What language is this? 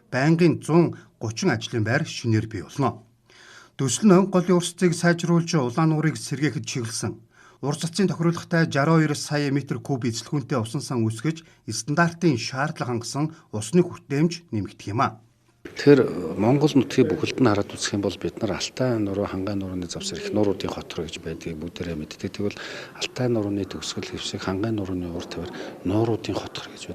Mongolian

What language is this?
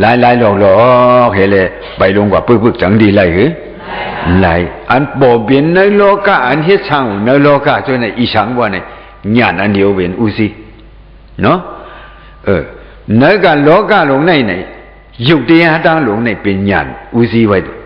Shan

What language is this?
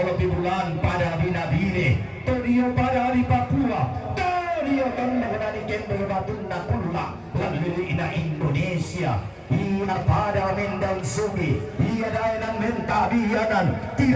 Toraja-Sa'dan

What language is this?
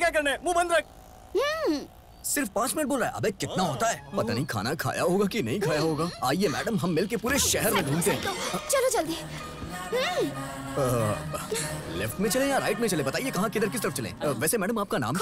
Hindi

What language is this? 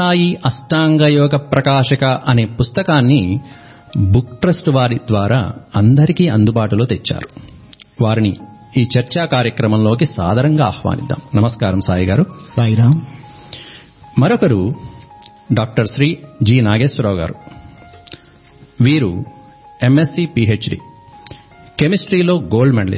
Telugu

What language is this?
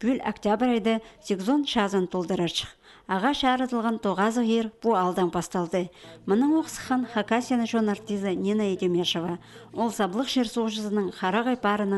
Khakas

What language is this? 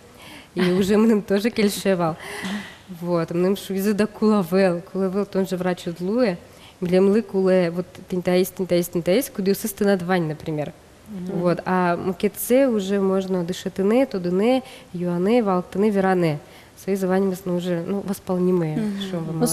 Udmurt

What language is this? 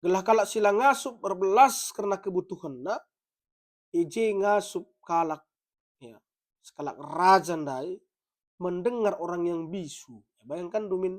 Batak Karo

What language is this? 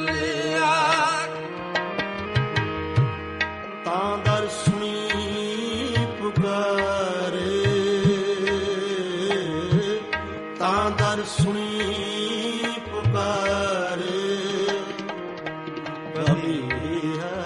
Punjabi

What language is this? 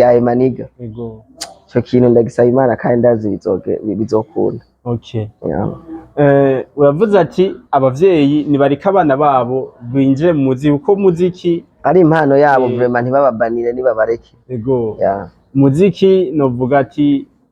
Rundi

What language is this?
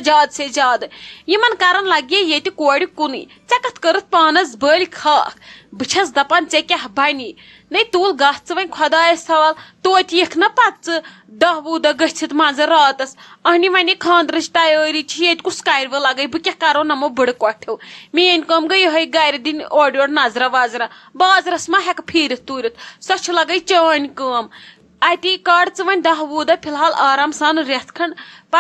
Kashmiri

